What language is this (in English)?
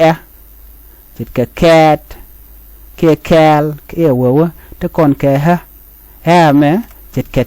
Nuer